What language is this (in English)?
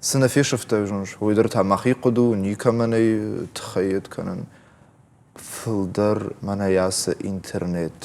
Ossetic